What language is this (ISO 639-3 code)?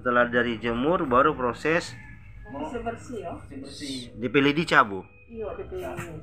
xmm